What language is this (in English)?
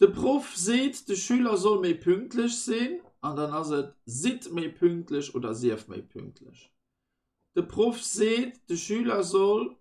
Luxembourgish